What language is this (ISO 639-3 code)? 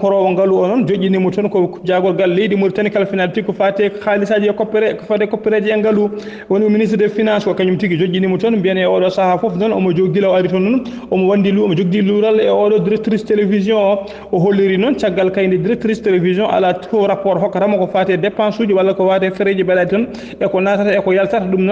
ful